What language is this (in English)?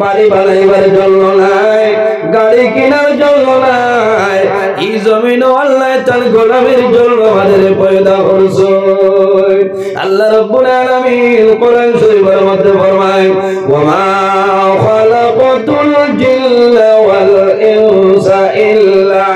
Sylheti